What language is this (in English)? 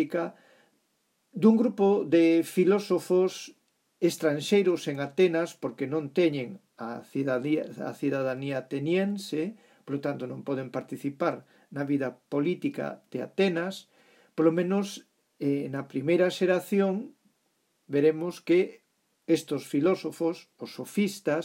Galician